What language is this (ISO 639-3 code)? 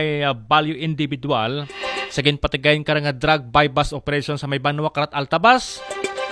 akl